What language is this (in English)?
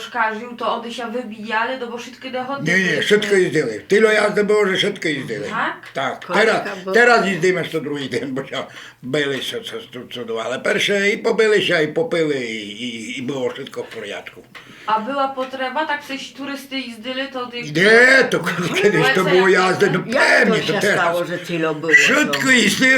Rusyn